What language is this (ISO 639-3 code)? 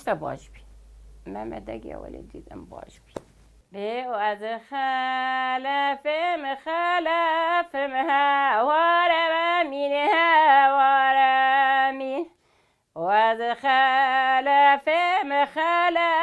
kur